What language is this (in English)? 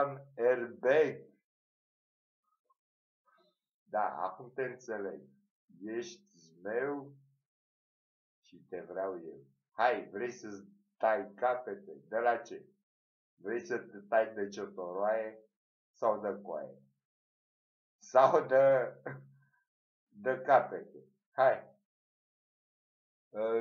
Romanian